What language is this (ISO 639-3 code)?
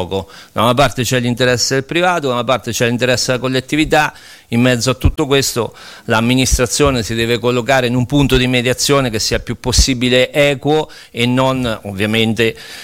ita